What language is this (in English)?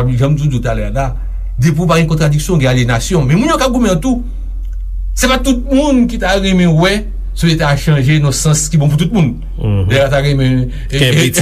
Haitian Creole